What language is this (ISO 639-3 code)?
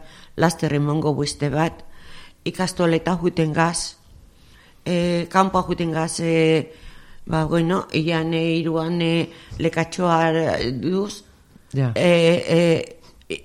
eus